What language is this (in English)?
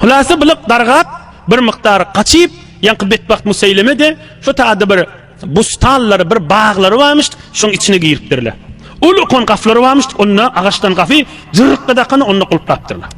Turkmen